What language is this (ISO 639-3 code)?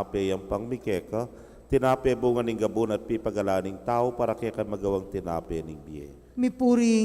pam